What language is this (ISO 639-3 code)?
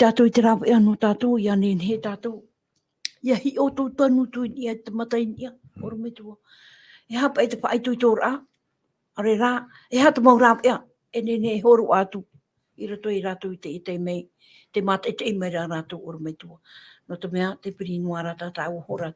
tah